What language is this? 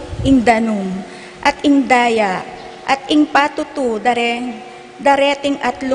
Pampanga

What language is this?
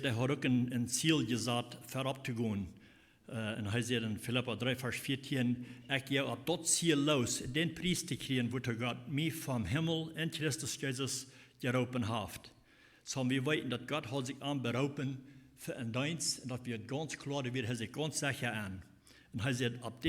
Plautdietsch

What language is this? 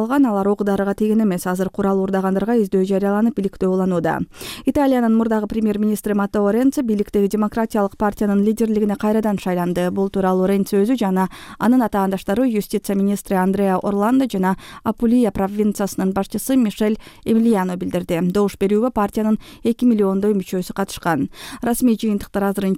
Kyrgyz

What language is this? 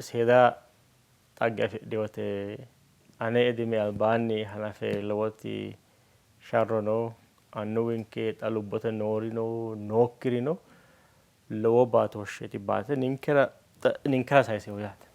Sidamo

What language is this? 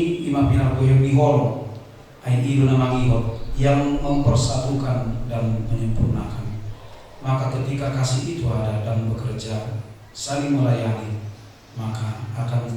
Batak Toba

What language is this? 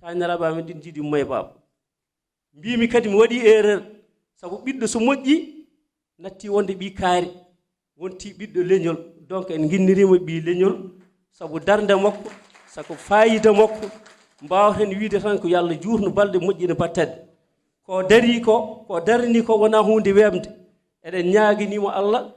Fula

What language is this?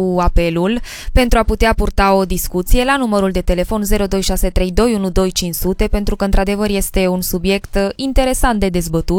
Romanian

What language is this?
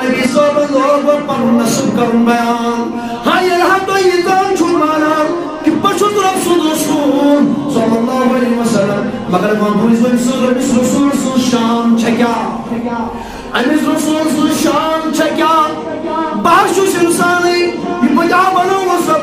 Kashmiri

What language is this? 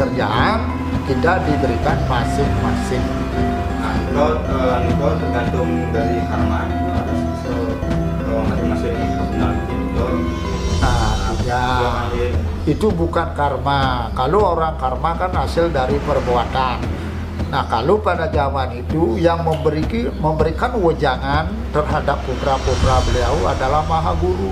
Balinese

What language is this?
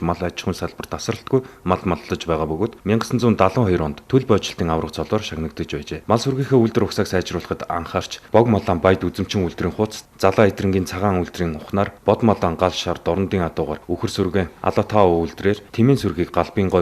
Mongolian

